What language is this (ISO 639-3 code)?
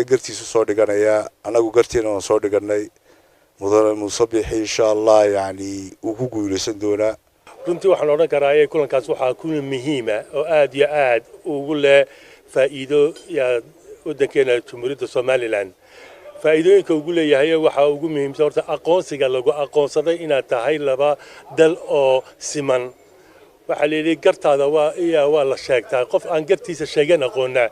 som